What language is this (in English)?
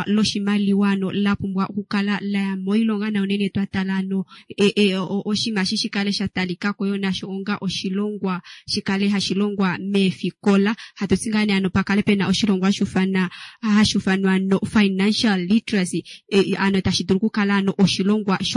Kuanyama